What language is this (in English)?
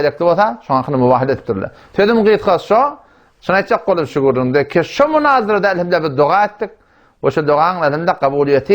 Turkmen